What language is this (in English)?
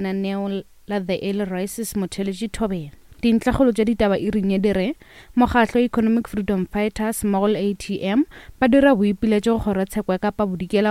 Northern Sotho